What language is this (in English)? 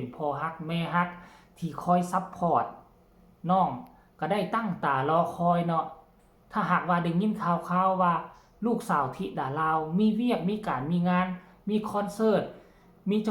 Northeastern Thai